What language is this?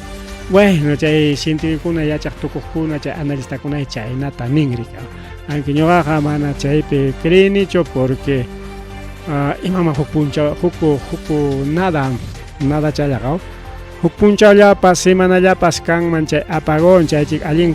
Ayacucho Quechua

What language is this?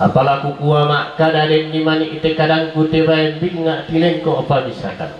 Toraja-Sa'dan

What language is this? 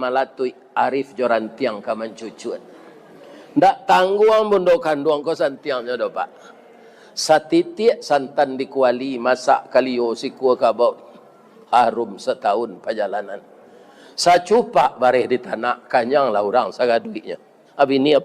Minangkabau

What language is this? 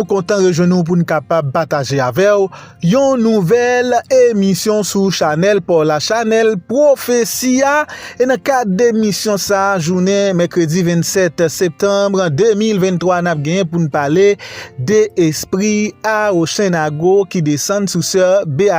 Haitian Creole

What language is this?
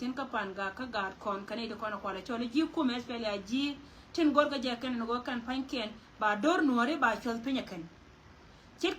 Nuer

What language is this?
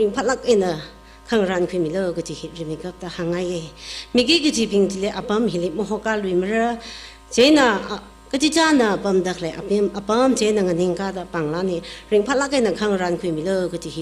Tangkhul Naga (India)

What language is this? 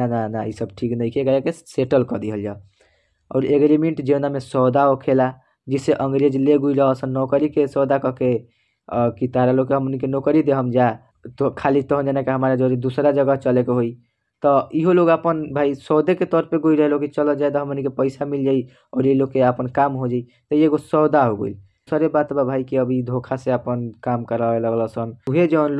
Bhojpuri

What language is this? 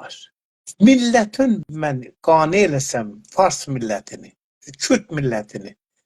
South Azerbaijani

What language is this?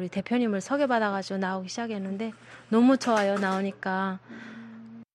Korean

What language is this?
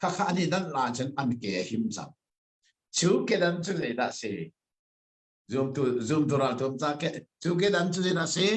Hakha Chin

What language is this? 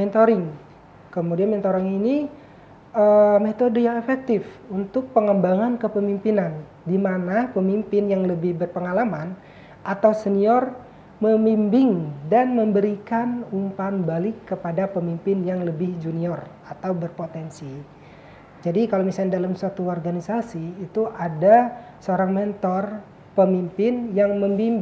Indonesian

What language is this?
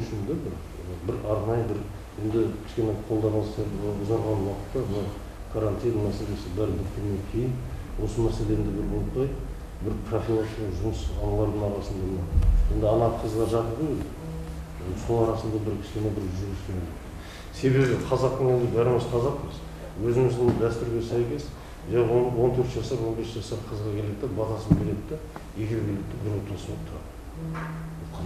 Kazakh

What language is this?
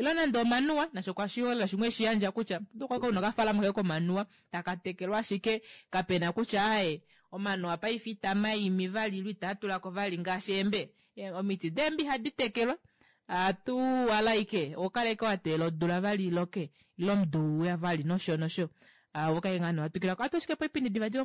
Kuanyama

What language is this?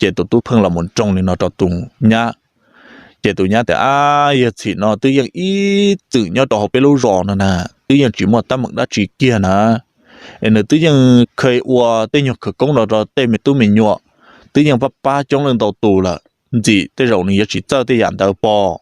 Hmong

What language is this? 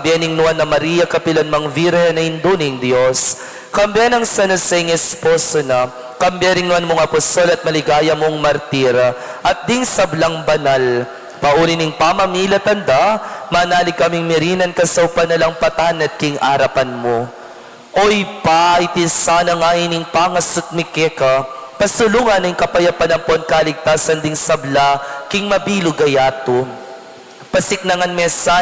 Pampanga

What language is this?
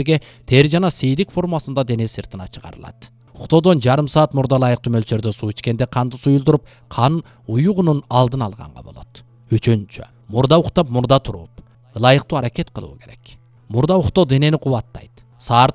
Kyrgyz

